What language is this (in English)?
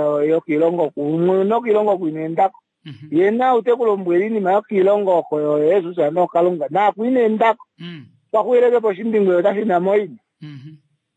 Kuanyama